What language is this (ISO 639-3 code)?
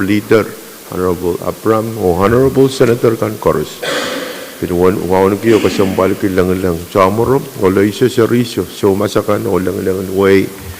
pon